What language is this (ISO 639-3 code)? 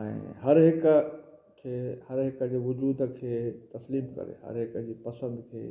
snd